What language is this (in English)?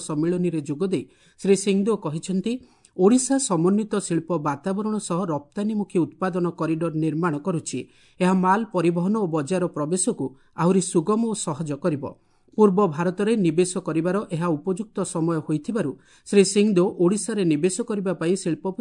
Odia